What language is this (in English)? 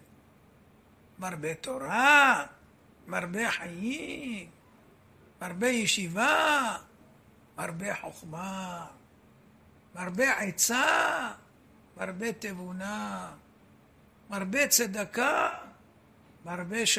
Hebrew